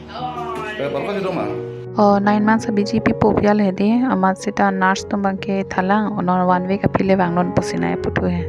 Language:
Karbi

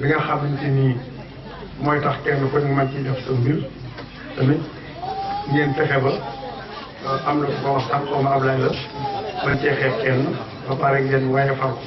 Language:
Wolof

